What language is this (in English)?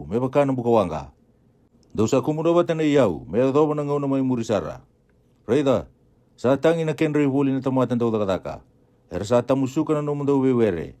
Fijian